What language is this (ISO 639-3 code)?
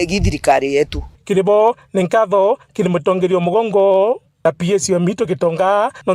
mer